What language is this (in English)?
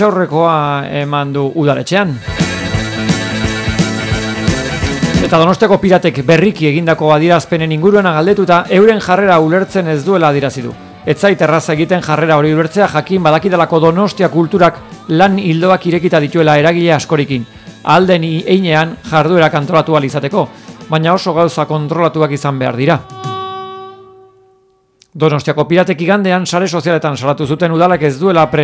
Basque